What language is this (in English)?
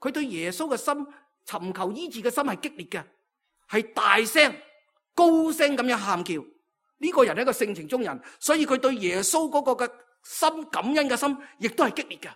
Cantonese